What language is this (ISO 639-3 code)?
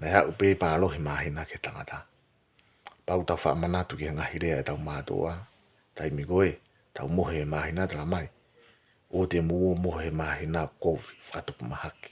ton